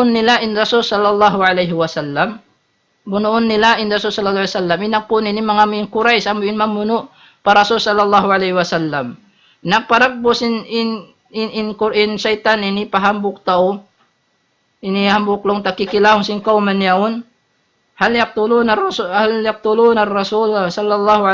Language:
Tausug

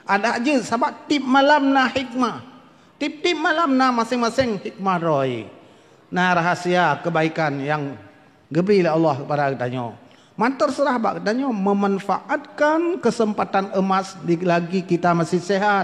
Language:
Achinese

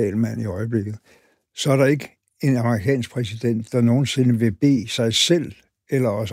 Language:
Danish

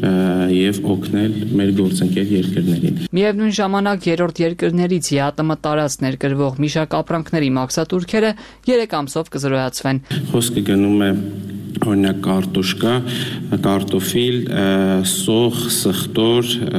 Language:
Armenian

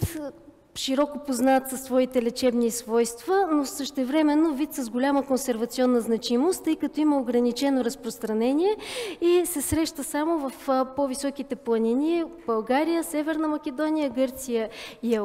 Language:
Bulgarian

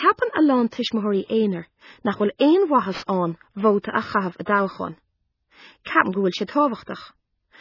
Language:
Irish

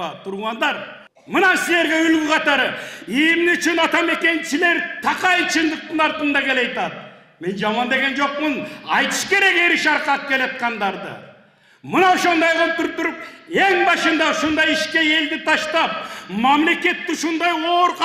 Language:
Kyrgyz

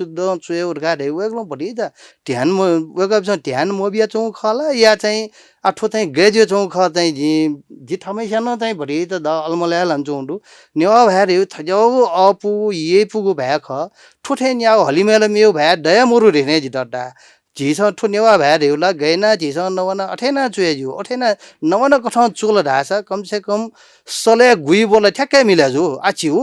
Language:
Newari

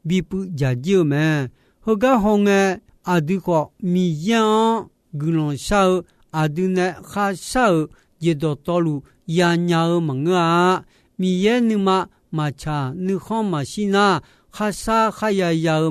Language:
Akha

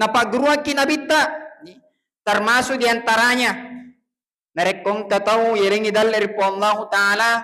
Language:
Buginese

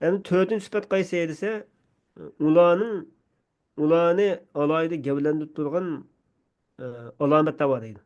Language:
Uyghur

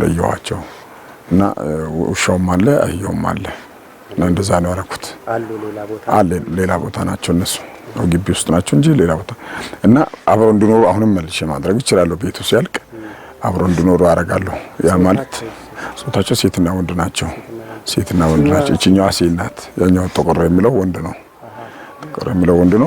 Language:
Amharic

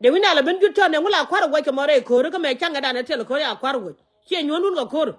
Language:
Nuer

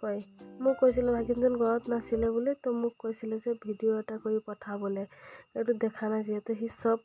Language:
Assamese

